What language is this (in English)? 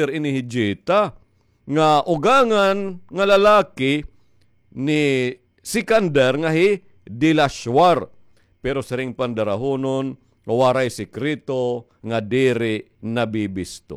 Waray